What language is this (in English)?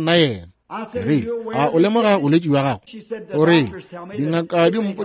Northern Sotho